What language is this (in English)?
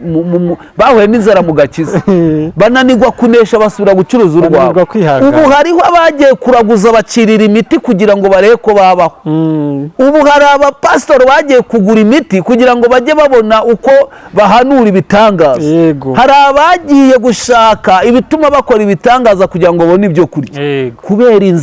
Kinyarwanda